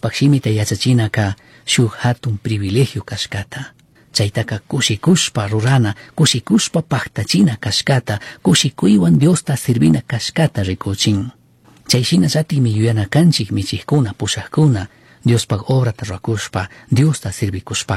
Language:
Chimborazo Highland Quichua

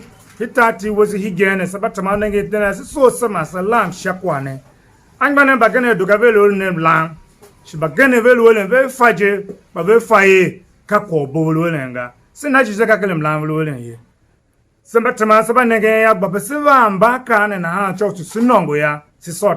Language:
Tiv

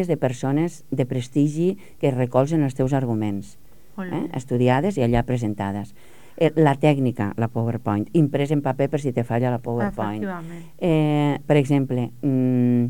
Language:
Catalan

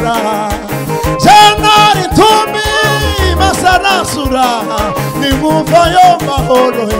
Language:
Kinyarwanda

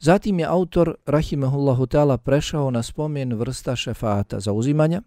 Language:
Bosnian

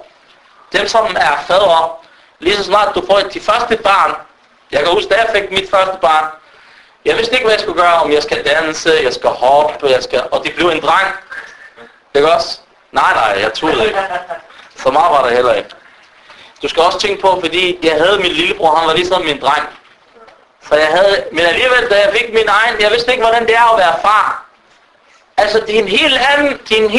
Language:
Danish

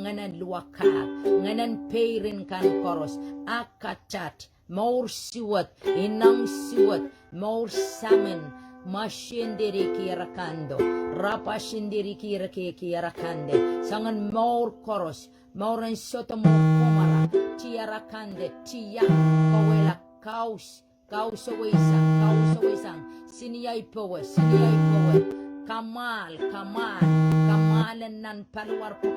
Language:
Pohnpeian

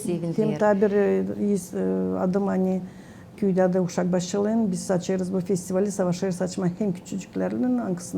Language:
Gagauz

